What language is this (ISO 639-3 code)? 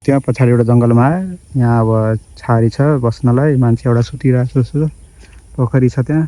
nep